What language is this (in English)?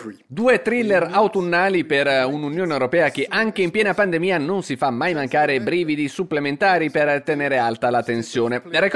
Italian